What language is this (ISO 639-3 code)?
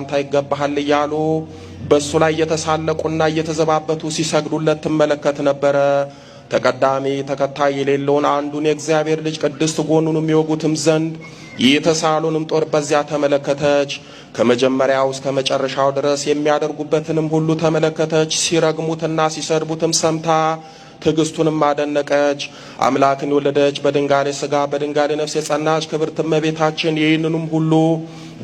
amh